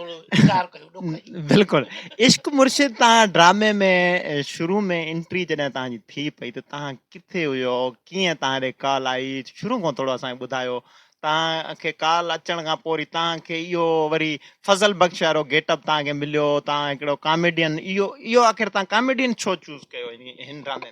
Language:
Sindhi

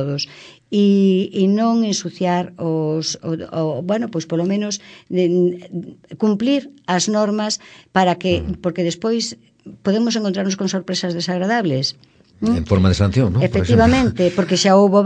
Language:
Galician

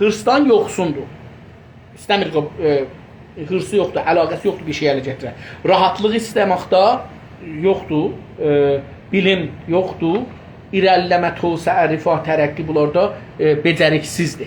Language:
South Azerbaijani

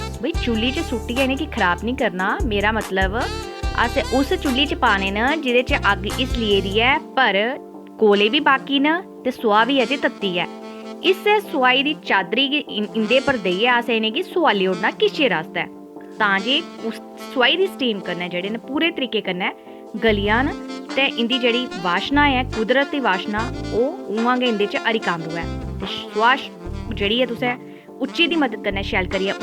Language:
Dogri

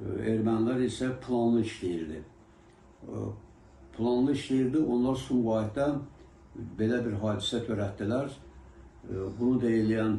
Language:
Azerbaijani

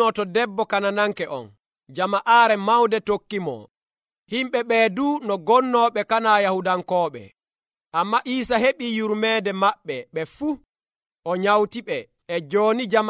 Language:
Nigerian Fulfulde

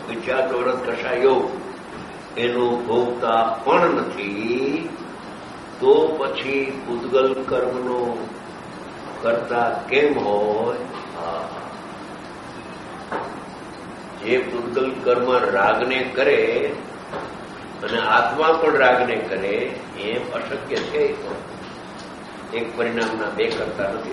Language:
Gujarati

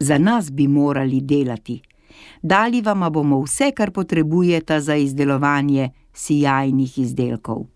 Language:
Slovenian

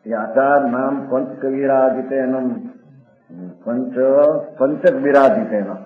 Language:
Gujarati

